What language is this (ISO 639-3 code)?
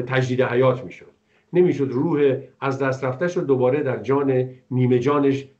fas